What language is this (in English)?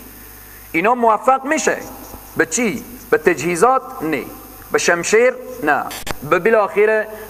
Persian